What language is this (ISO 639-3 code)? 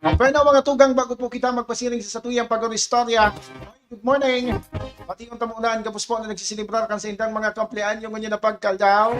bik